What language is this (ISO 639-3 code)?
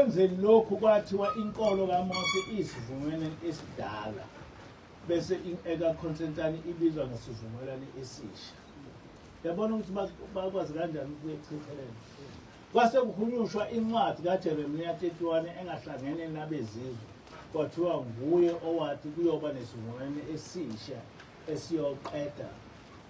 zul